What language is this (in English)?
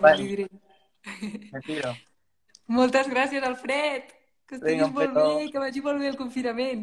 Catalan